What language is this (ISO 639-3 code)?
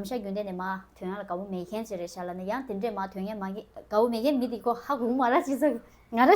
bod